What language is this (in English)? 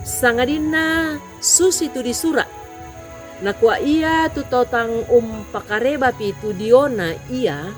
Toraja-Sa'dan